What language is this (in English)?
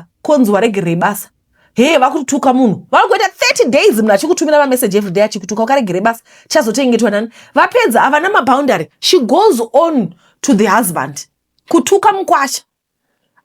Shona